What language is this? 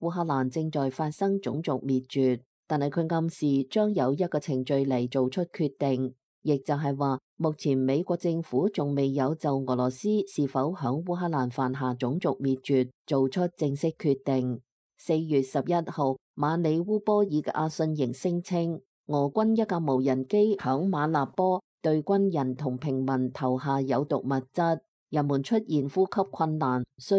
Cantonese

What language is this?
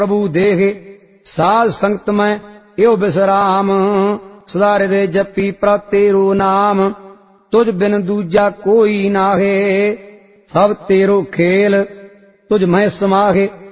Punjabi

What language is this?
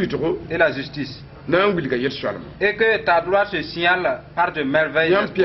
Mossi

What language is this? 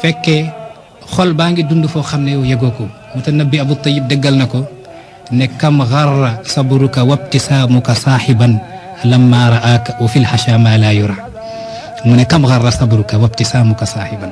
Wolof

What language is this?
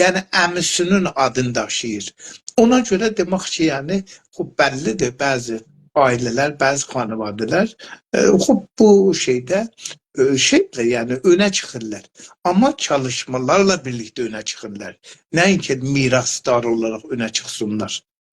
South Azerbaijani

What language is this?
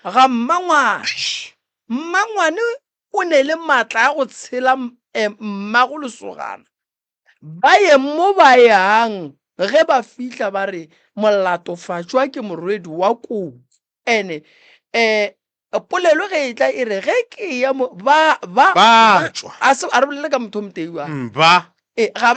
Northern Sotho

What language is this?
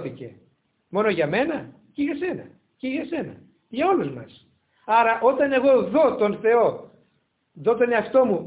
Greek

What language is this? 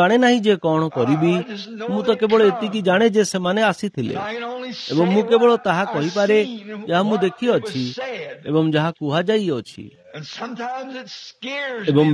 Odia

